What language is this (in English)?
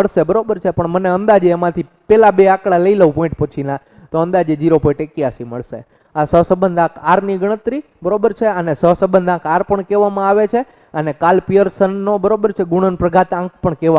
Gujarati